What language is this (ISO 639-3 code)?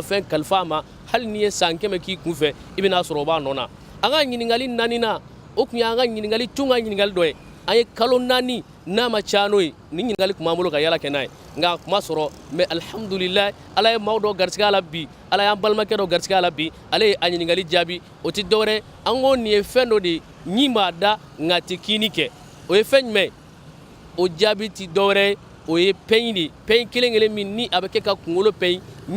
bam